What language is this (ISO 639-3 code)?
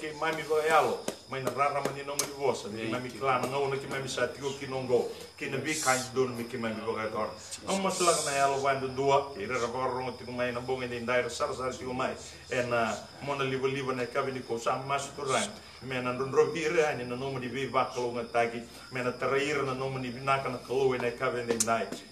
fij